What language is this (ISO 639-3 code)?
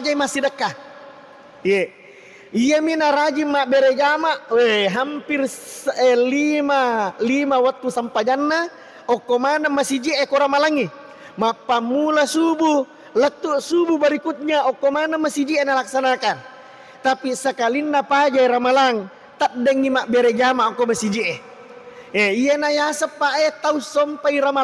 bug